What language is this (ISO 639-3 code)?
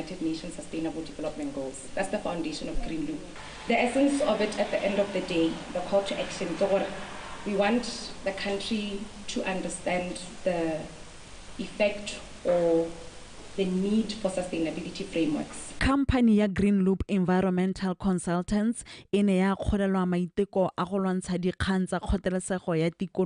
tsn